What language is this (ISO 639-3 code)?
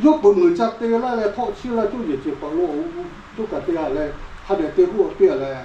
lhu